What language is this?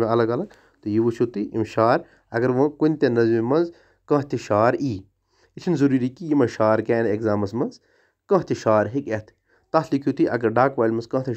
Kashmiri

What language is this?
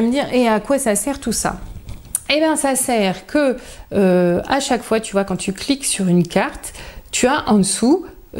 French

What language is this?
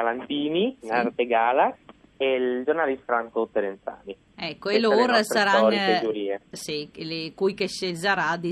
Friulian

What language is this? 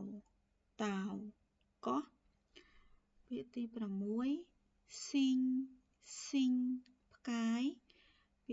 Khmer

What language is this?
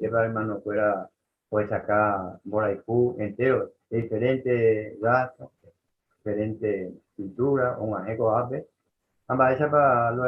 Guarani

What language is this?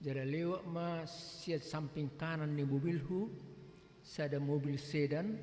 Batak Toba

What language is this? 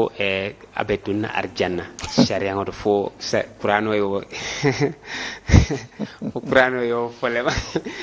Mandingo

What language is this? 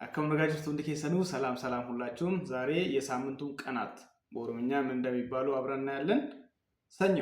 Amharic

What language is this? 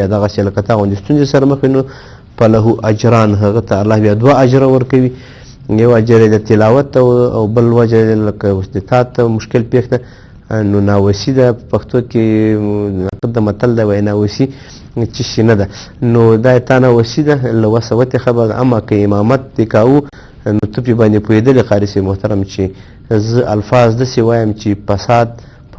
Pashto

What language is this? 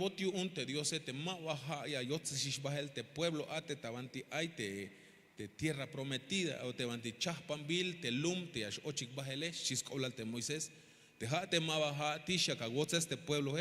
Tzeltal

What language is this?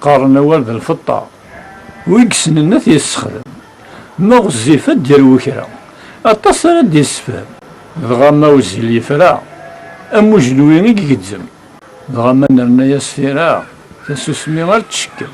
Kabyle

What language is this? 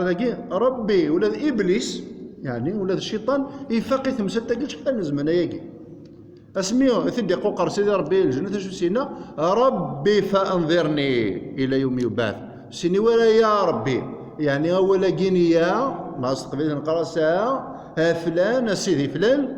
Kabyle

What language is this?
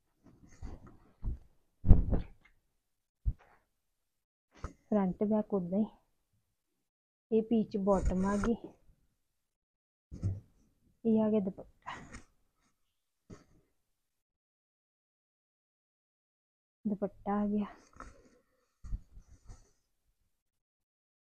Punjabi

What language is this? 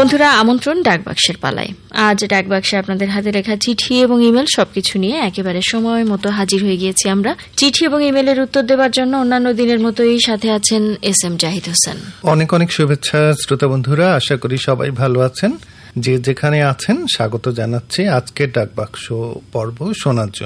Bangla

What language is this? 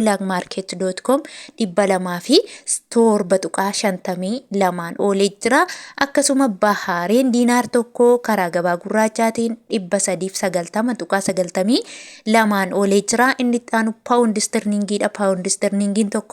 Oromo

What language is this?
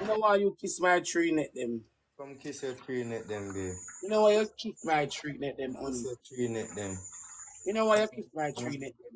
Jamaican Creole English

